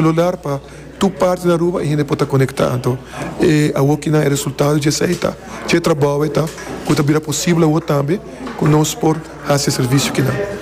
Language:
Papiamento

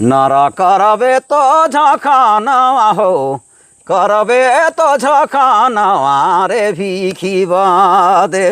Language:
Sadri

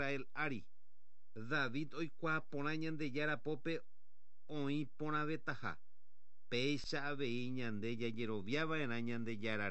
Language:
Guarani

